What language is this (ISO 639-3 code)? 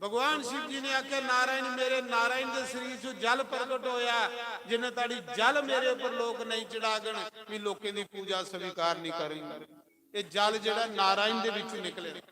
doi